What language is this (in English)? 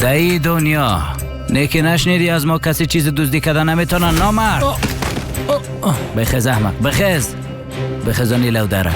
Persian